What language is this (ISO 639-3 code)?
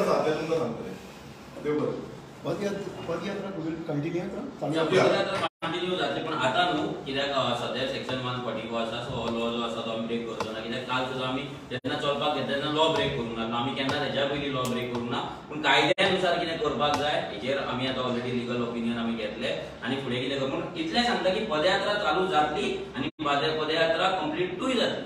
kok